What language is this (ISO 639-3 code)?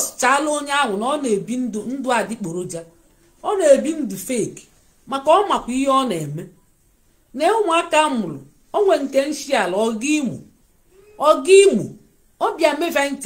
ibo